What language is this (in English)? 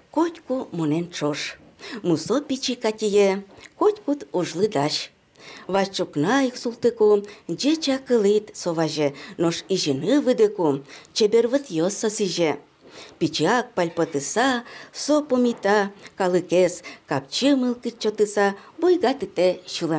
Udmurt